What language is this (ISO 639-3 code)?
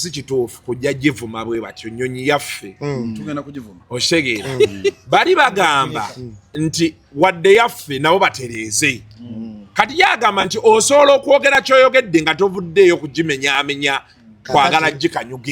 lug